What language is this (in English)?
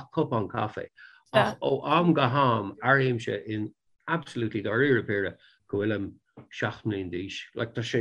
Irish